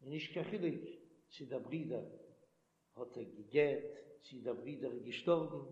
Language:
Yiddish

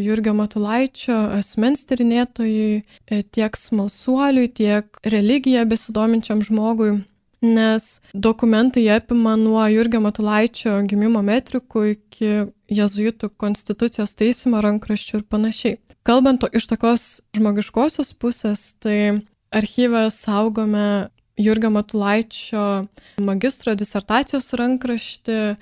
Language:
Lithuanian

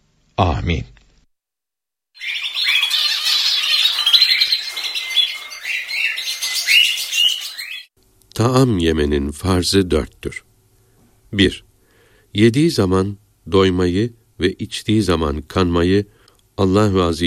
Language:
Turkish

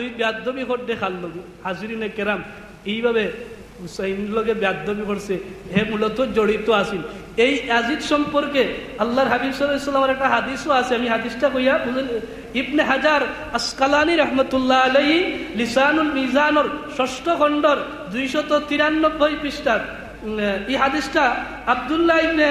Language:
Sylheti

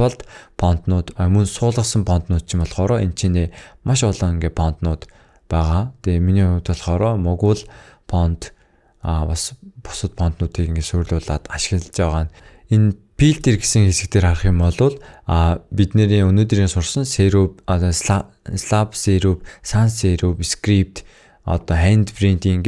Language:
Mongolian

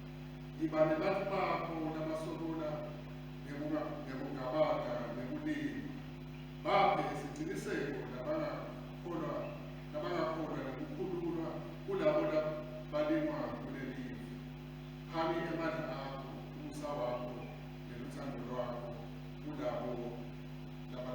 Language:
Swati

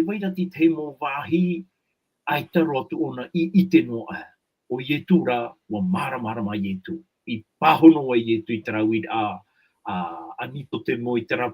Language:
Tahitian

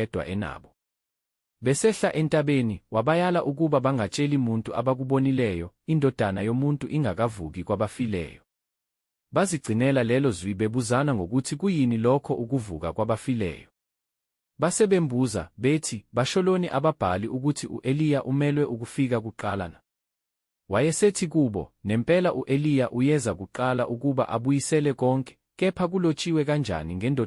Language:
Zulu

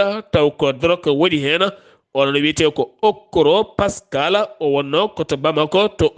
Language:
Fula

